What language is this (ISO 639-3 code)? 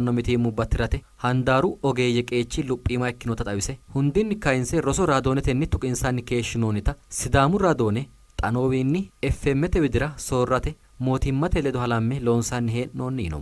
sid